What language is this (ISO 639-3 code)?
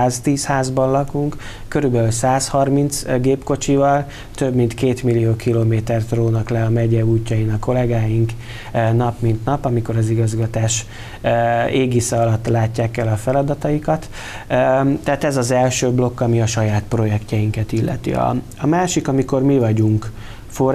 hun